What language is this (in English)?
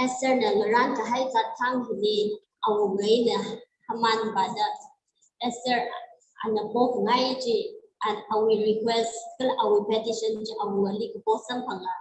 Tangkhul Naga (India)